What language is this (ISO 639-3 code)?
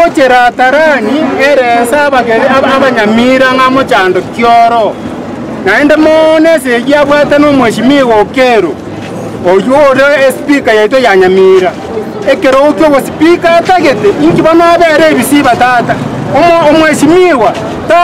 guz